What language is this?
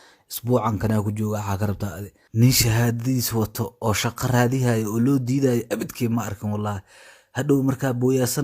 Somali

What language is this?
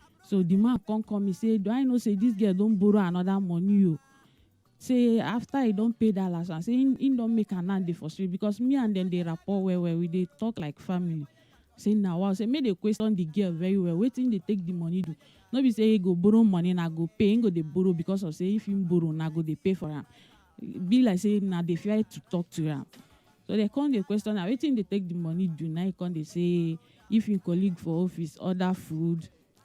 Nigerian Pidgin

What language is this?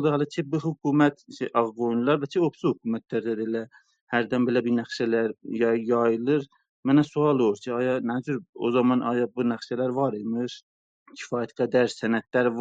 South Azerbaijani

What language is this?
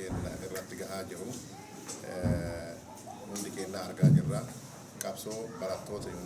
Oromo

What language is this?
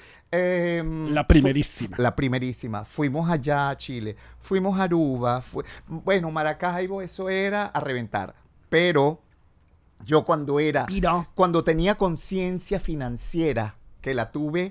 Spanish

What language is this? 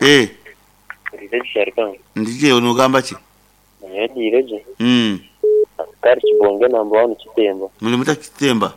Nyoro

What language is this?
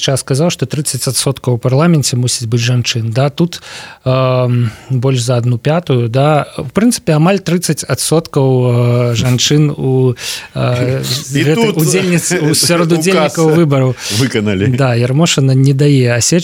Belarusian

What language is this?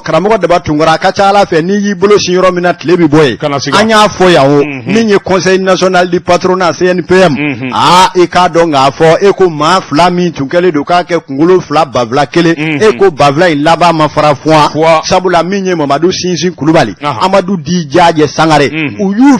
Bambara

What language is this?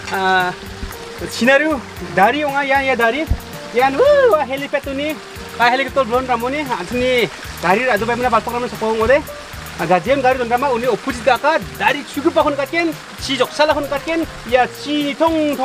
Garo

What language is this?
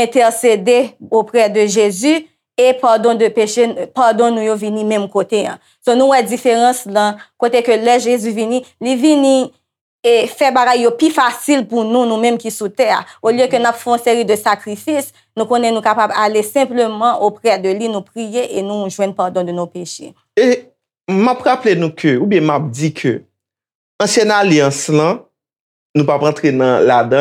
Haitian Creole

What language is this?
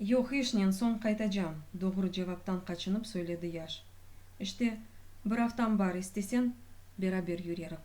Crimean Tatar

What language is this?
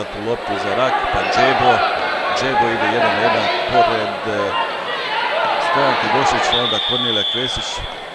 Croatian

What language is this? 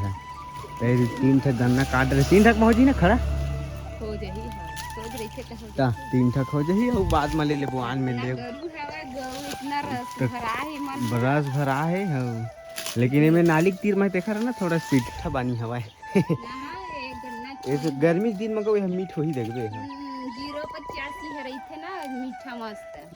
Chhattisgarhi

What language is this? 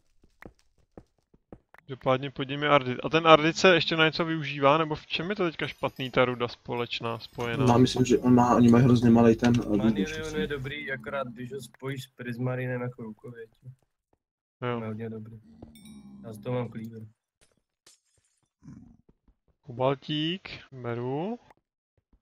Czech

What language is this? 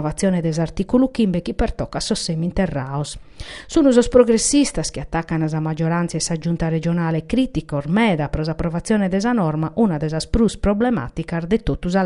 Sardinian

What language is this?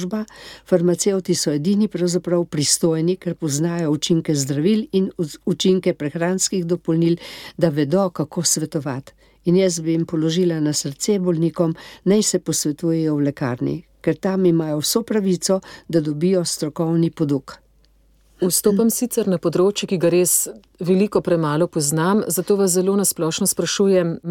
Slovenian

